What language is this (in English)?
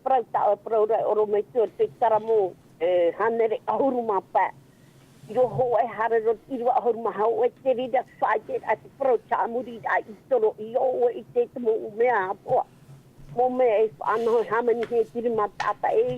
Tahitian